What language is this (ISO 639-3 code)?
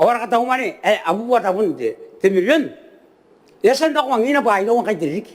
gil